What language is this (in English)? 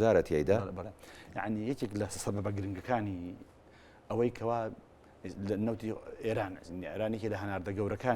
Central Kurdish